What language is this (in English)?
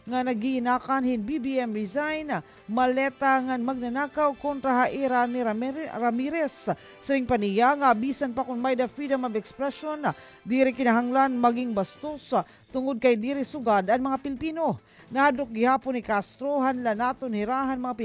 Waray